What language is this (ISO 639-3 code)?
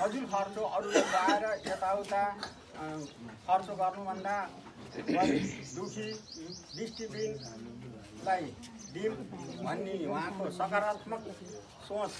nep